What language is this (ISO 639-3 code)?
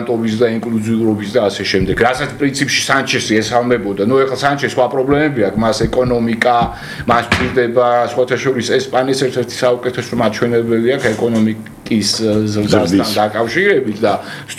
kat